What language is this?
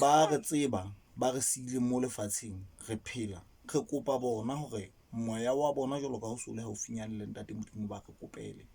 Southern Sotho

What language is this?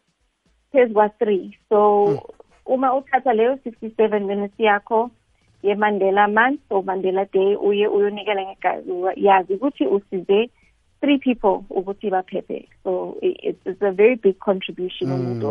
South Ndebele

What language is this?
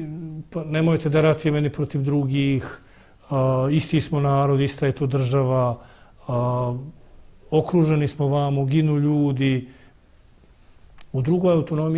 Bosnian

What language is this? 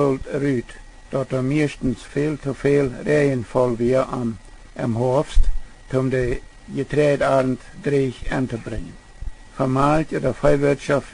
Plautdietsch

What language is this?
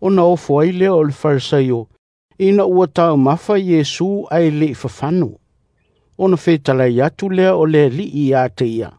Samoan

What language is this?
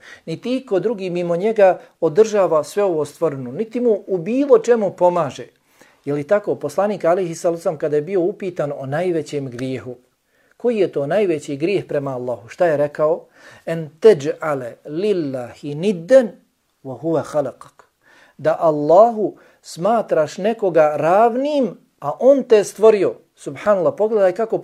Bosnian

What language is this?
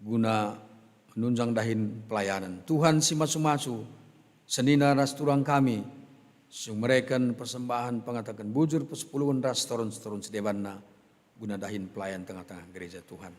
Batak Karo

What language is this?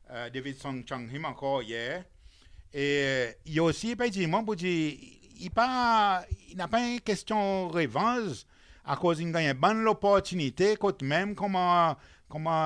Seselwa Creole French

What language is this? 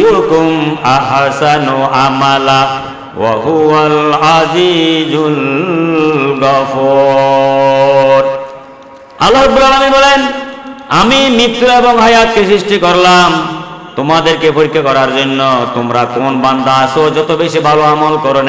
Bangla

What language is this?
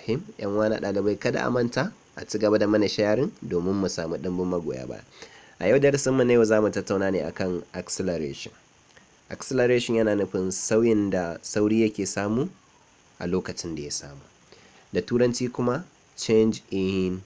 Hausa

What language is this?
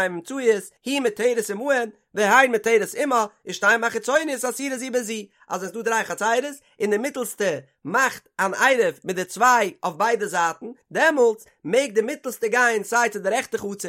Yiddish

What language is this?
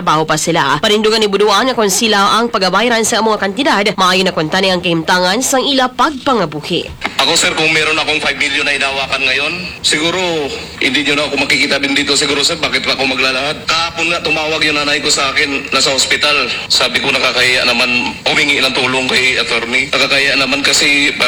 Hiligaynon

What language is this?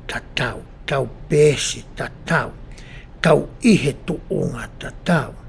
Tongan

